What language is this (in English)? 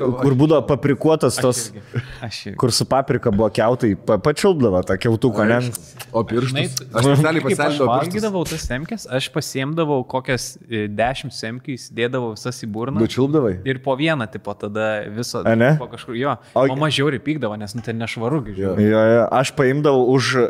Lithuanian